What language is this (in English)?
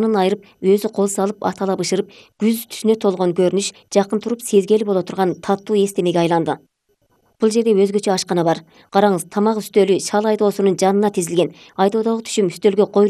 Kyrgyz